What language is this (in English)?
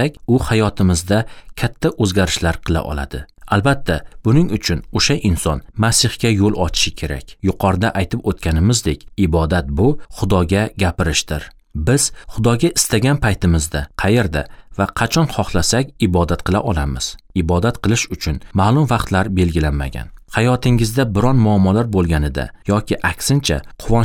Uzbek